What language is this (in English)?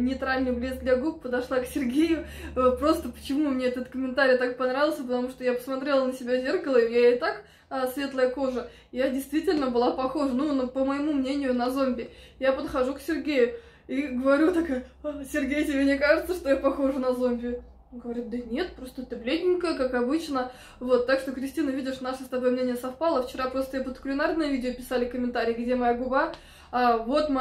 Russian